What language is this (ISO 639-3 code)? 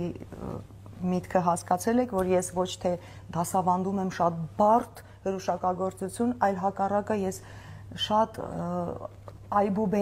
hye